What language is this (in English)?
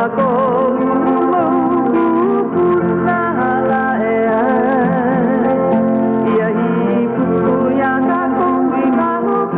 Hawaiian